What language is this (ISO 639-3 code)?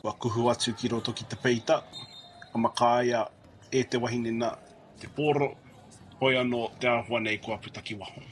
mri